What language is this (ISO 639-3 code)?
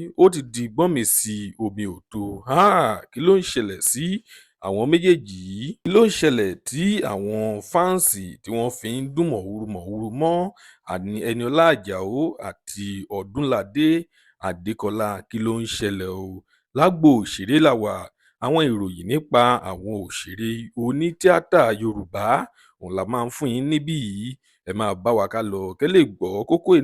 yor